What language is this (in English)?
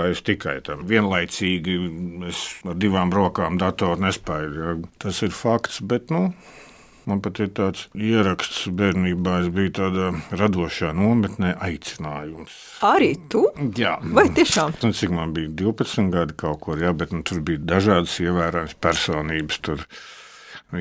Latvian